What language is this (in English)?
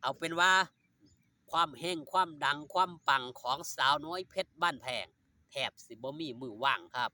Northeastern Thai